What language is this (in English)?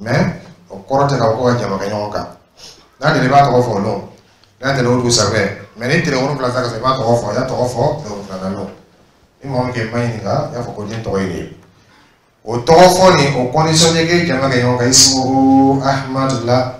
Dyula